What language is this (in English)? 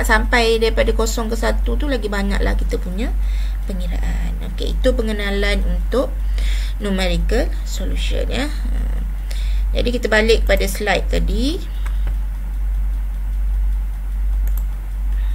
Malay